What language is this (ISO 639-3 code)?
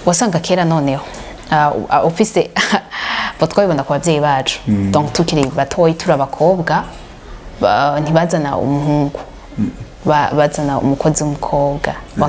run